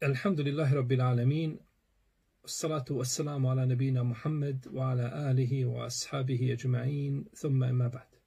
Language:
Bosnian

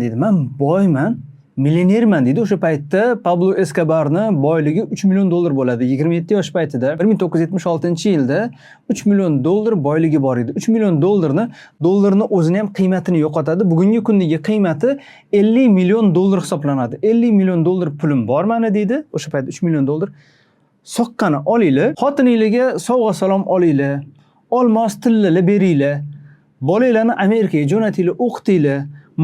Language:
Uzbek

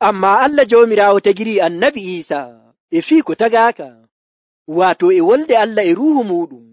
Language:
Nigerian Fulfulde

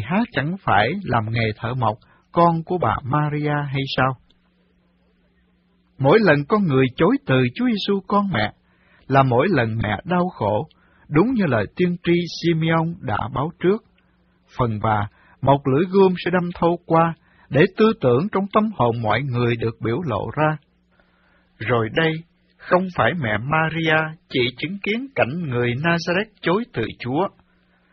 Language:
Vietnamese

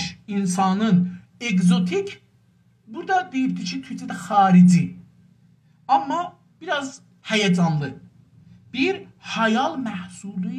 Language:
South Azerbaijani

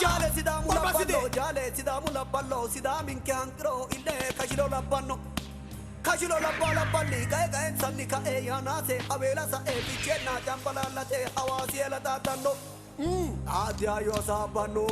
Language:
Sidamo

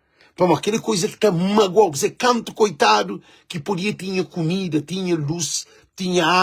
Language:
Kabuverdianu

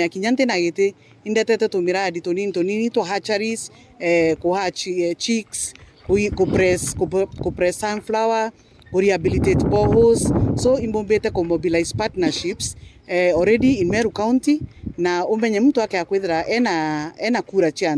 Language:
Meru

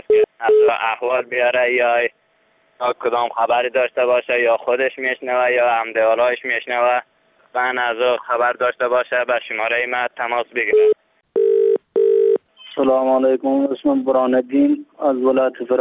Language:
Persian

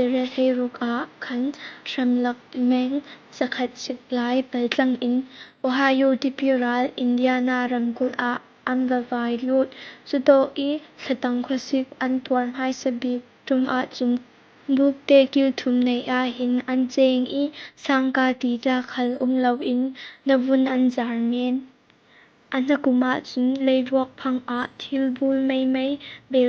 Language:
Falam Chin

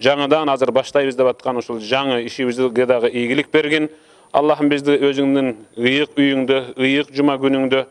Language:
Kyrgyz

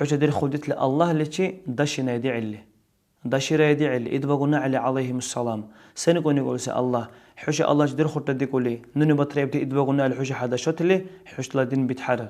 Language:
Dargwa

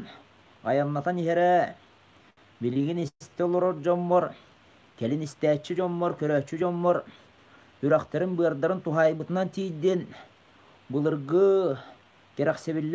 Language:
Yakut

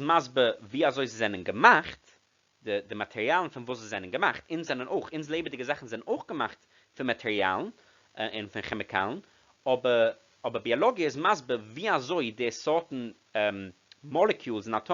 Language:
Yiddish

